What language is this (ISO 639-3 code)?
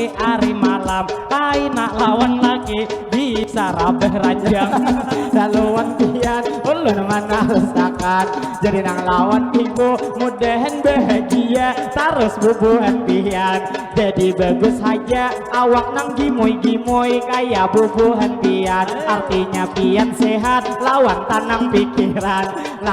bjn